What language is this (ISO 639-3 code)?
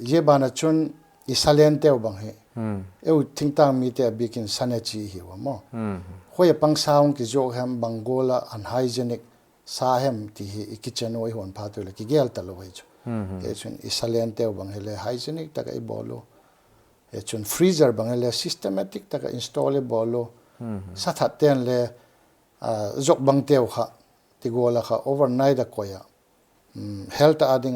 pck